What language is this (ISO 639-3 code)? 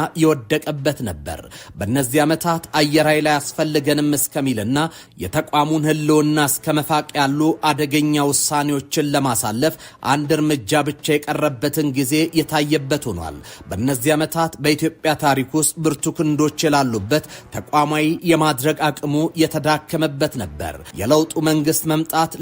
amh